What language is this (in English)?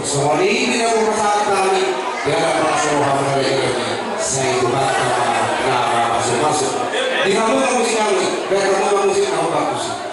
Batak Toba